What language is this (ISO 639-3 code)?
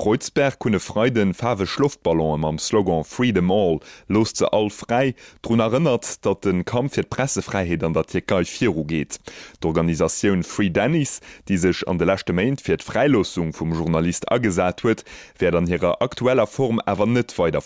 ltz